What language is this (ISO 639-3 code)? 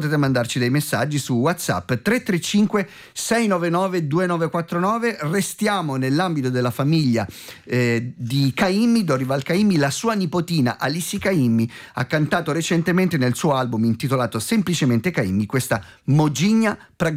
ita